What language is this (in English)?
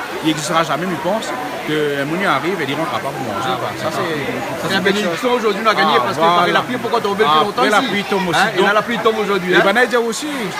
Réunion Creole French